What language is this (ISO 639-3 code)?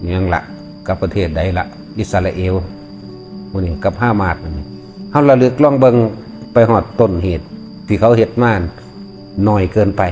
tts